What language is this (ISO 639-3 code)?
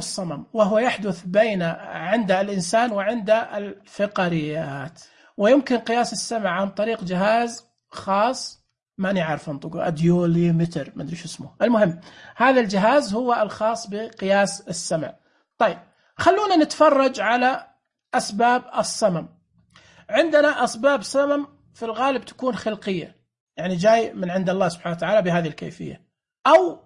ars